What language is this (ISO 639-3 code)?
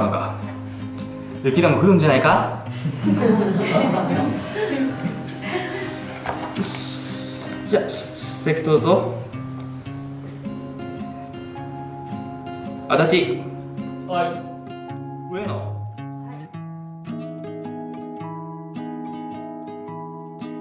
jpn